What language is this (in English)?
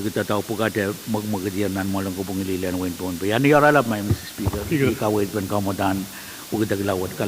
Pohnpeian